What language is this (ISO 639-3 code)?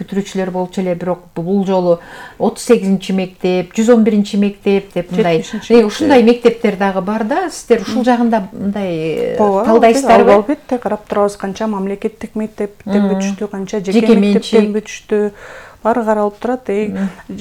kir